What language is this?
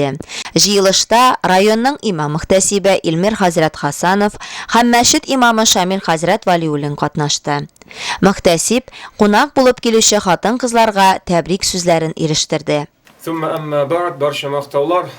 Tatar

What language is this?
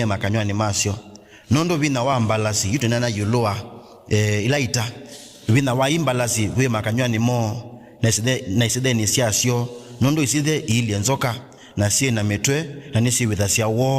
Kamba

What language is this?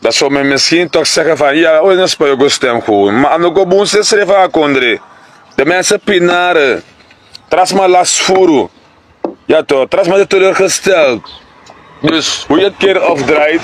Sranan Tongo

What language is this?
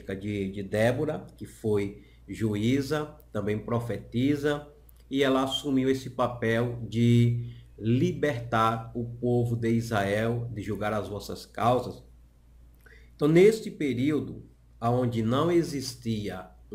Portuguese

